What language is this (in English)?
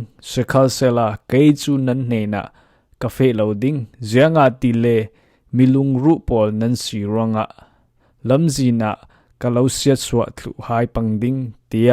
Falam Chin